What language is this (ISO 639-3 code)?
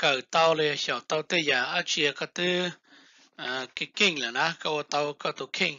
hmn